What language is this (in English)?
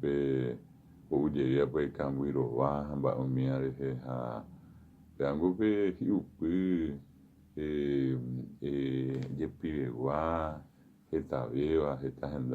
Guarani